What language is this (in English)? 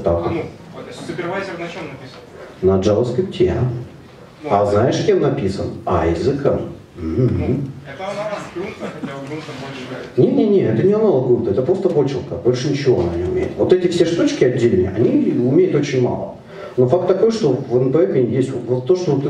Russian